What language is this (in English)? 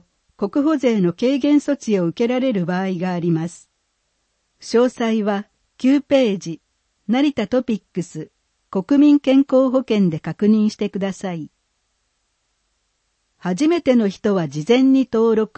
Japanese